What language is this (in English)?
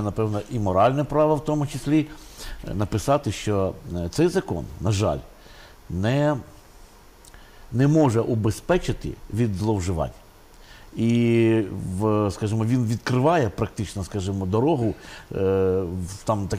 Ukrainian